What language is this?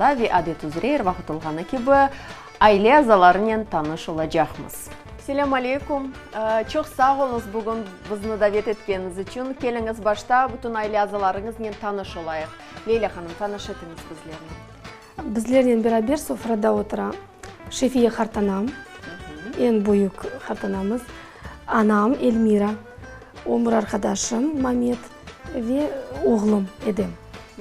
Crimean Tatar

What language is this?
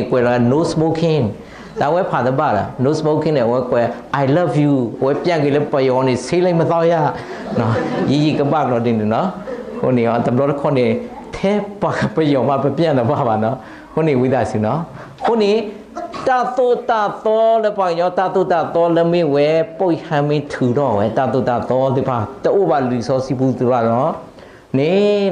S'gaw Karen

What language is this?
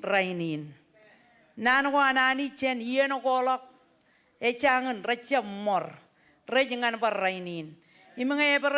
Marshallese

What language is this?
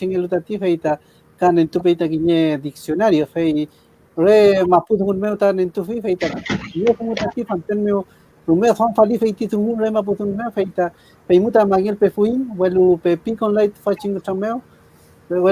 Mapuche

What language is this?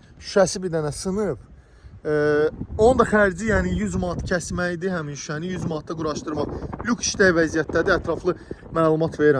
Azerbaijani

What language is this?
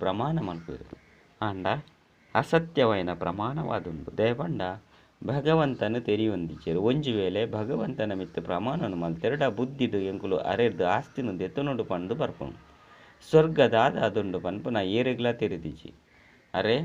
Tulu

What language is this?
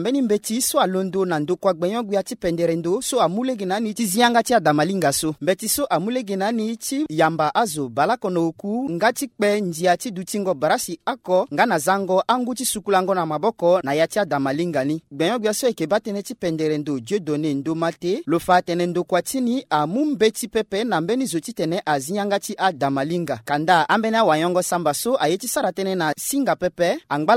Sango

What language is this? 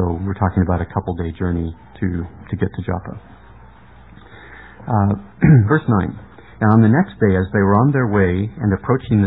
English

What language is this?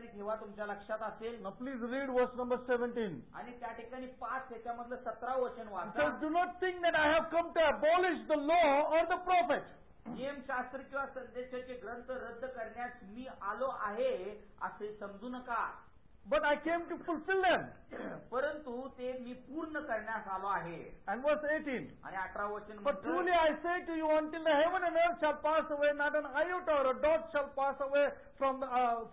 Marathi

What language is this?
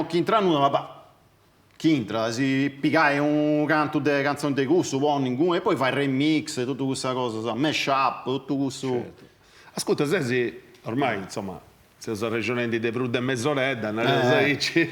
Sardinian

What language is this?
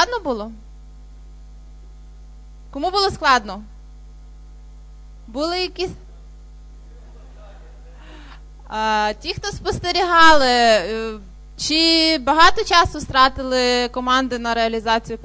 Ukrainian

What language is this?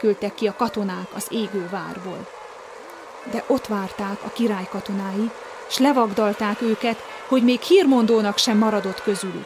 Hungarian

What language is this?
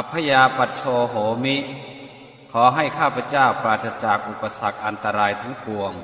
Pali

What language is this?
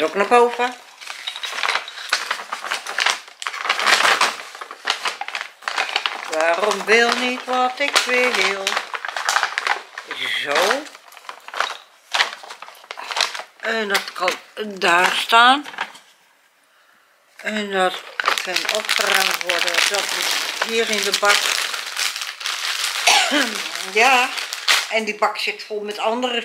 Dutch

